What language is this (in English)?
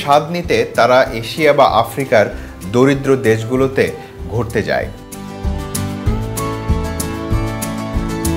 Bangla